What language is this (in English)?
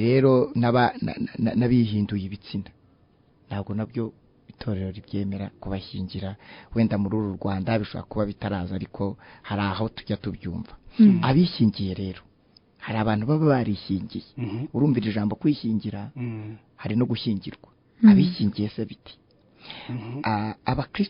Kinyarwanda